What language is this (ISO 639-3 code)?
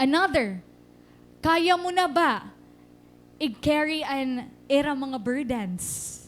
war